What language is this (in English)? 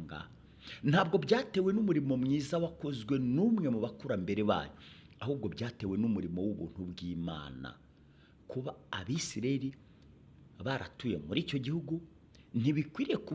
Kinyarwanda